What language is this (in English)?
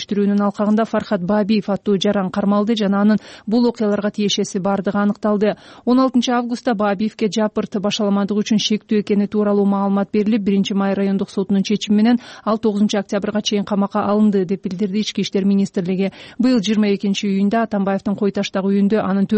Kyrgyz